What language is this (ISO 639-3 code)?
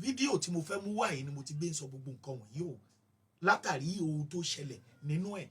yor